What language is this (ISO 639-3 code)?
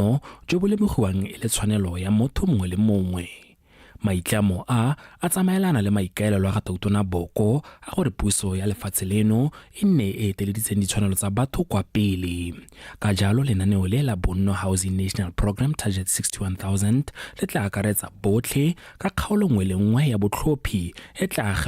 tsn